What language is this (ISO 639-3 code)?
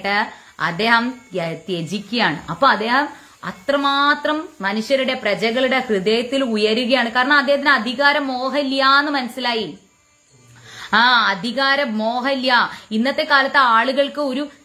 mal